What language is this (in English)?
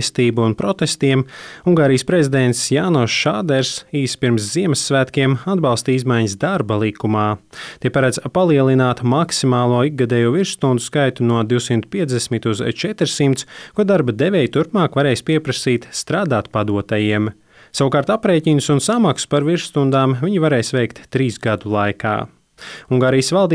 Latvian